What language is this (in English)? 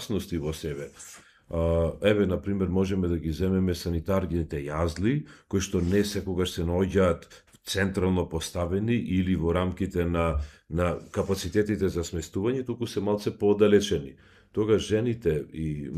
Macedonian